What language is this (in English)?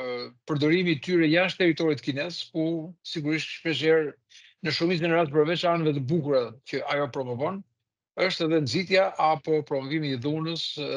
Albanian